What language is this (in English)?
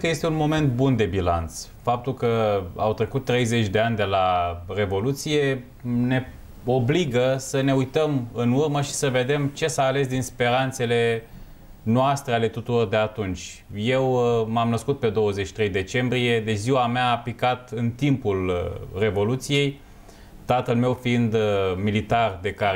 Romanian